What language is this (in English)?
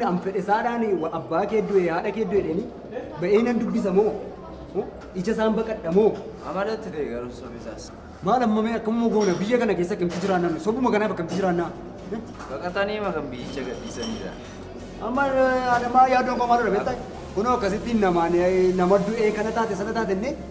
Oromo